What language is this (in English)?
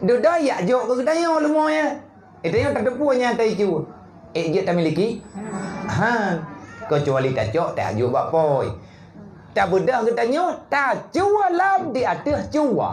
Achinese